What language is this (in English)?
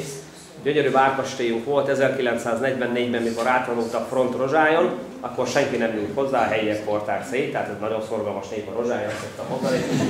Hungarian